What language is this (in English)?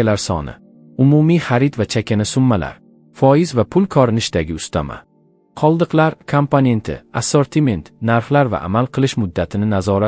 Uzbek